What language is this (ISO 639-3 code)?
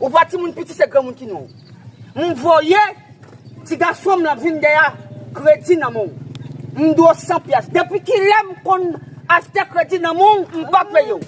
hat